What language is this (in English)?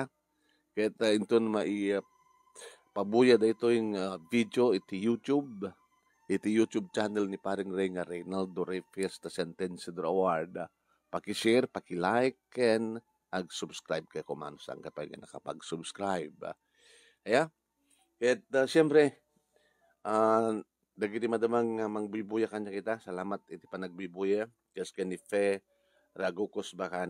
Iloko